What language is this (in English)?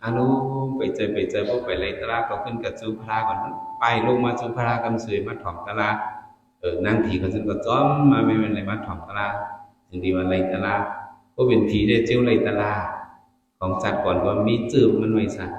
Shan